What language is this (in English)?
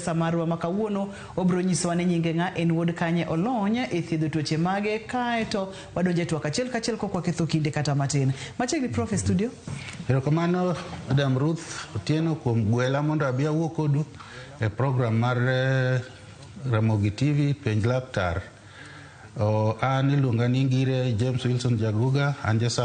Luo (Kenya and Tanzania)